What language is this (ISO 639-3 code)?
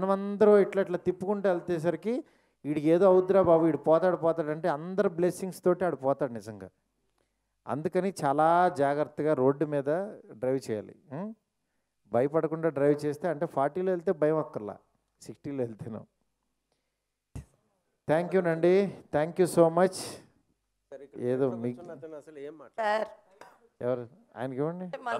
tel